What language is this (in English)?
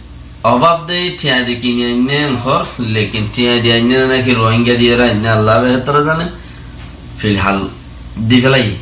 Rohingya